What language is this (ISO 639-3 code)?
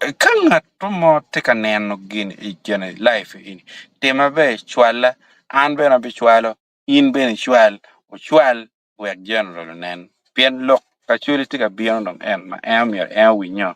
ach